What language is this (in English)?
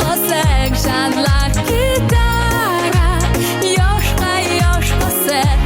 Kara-Kalpak